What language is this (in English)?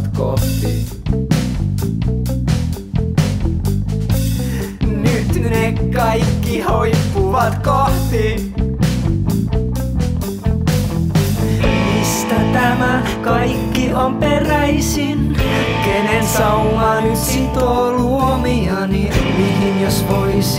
Finnish